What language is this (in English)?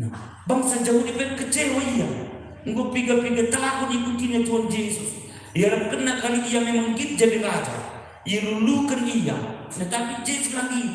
Batak Karo